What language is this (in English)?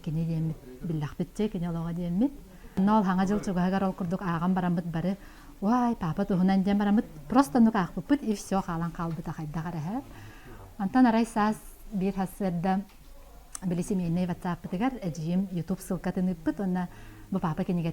Yakut